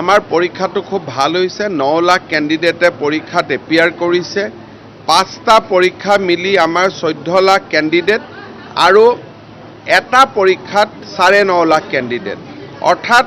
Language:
Assamese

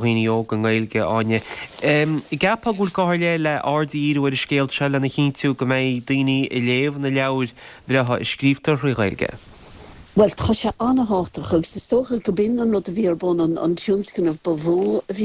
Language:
Irish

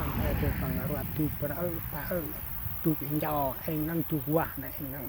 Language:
Central Mnong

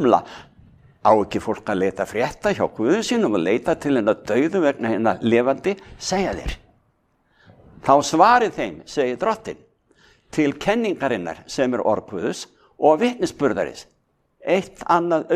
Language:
Icelandic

